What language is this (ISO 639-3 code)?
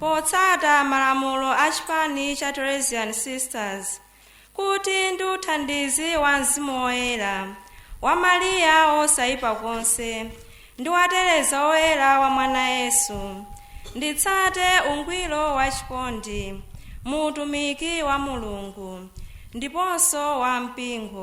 nya